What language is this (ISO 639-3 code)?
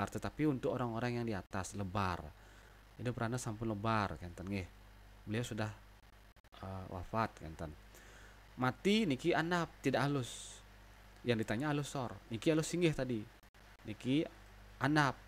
ban